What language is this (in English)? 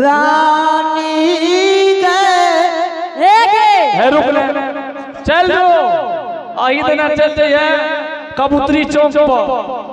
Angika